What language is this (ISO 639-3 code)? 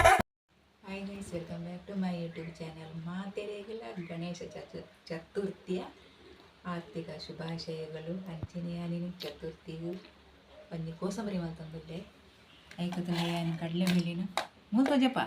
tcy